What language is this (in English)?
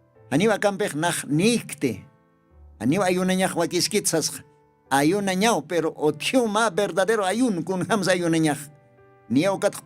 Aymara